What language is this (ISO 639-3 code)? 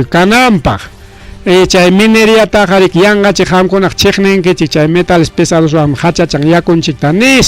quy